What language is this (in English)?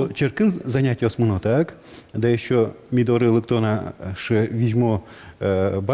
Udmurt